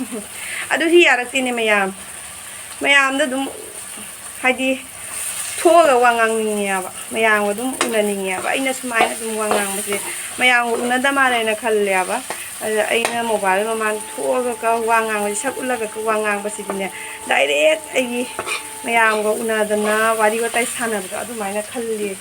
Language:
Manipuri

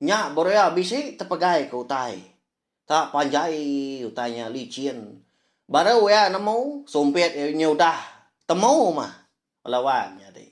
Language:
Iban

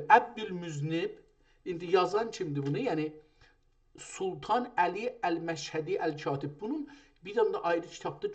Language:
South Azerbaijani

